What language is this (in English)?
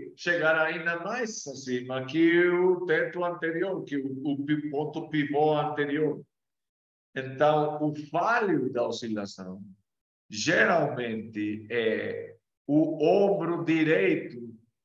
Portuguese